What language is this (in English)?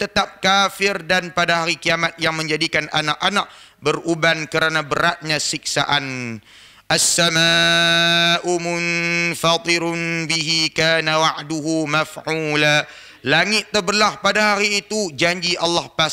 Malay